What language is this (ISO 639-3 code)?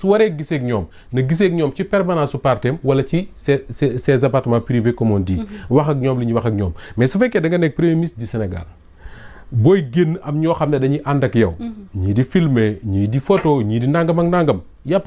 wol